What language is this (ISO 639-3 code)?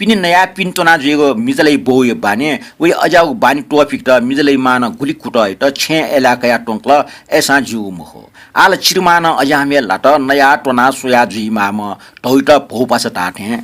new